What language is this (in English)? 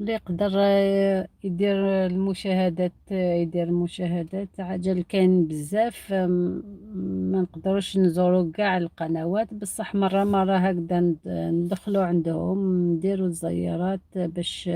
Algerian Arabic